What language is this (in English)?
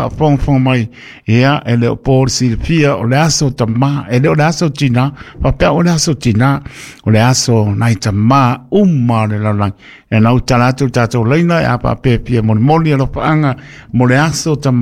Samoan